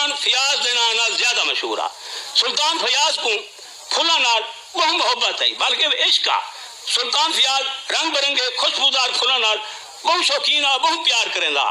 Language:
Saraiki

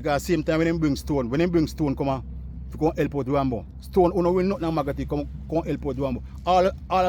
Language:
Jamaican Creole English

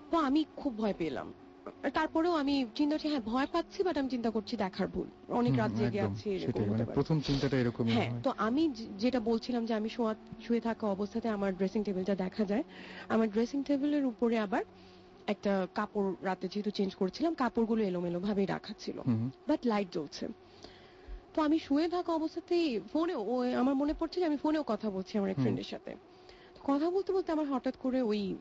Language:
Bangla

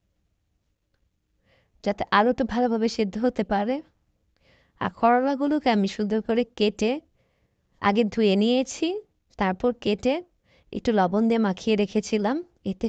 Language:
Bangla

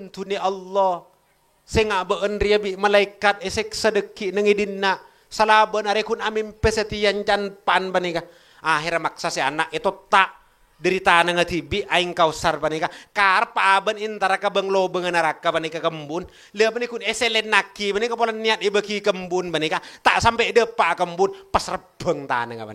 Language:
Madurese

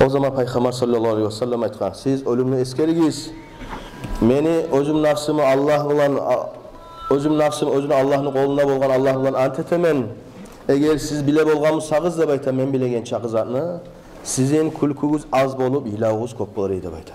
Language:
Kumyk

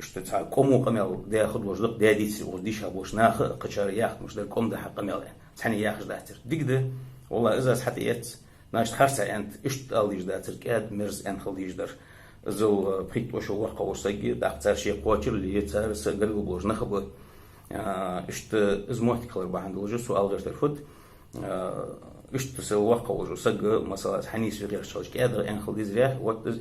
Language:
Ingush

